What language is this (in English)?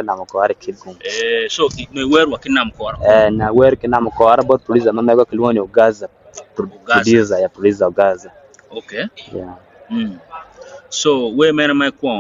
Acoli